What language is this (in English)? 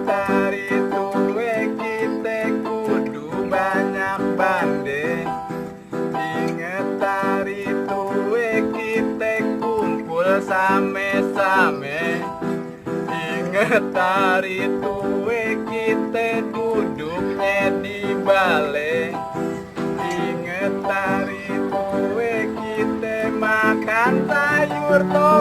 Betawi